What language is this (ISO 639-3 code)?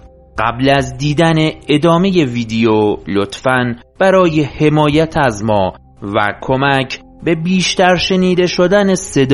fas